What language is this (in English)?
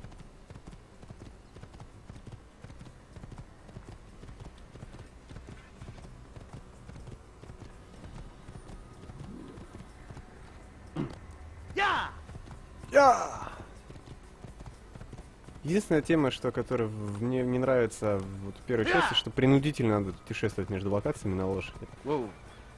Russian